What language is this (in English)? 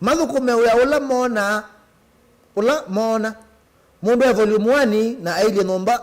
Kamba